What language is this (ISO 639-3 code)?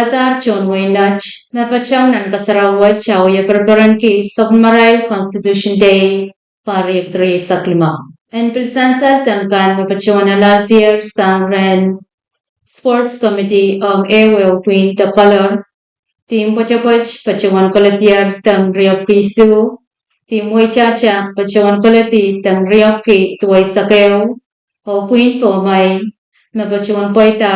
pon